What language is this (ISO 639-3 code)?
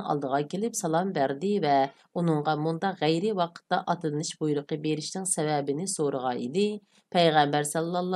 uig